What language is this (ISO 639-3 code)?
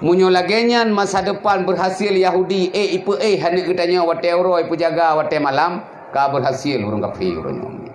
ace